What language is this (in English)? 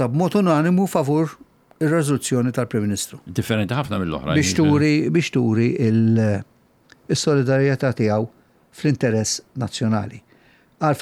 Maltese